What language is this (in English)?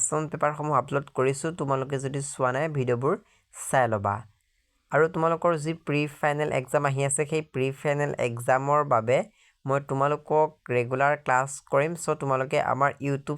Assamese